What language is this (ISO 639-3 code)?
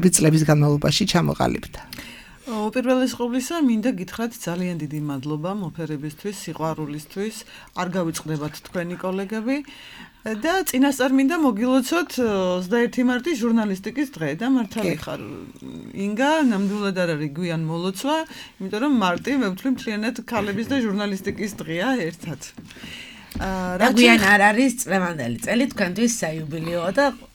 kat